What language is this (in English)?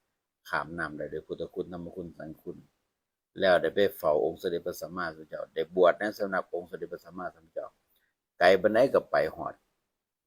Northeastern Thai